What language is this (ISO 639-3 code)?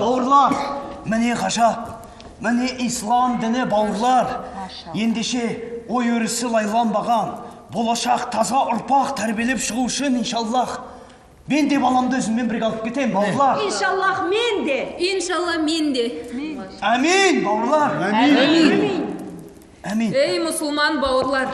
kaz